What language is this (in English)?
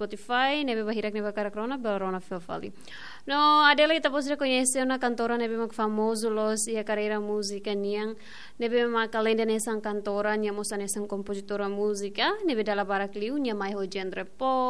Tetum